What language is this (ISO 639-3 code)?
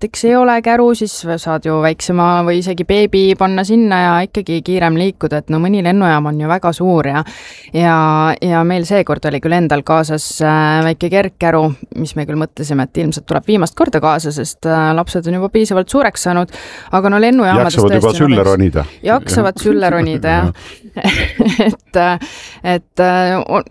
est